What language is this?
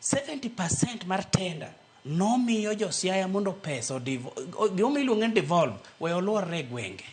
Luo (Kenya and Tanzania)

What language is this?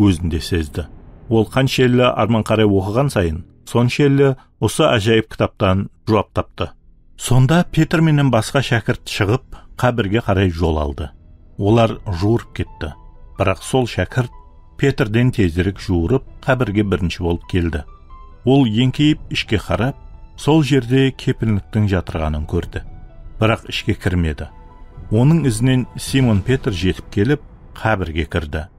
Kara-Kalpak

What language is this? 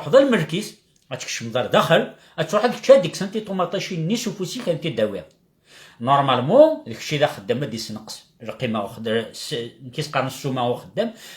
Kabyle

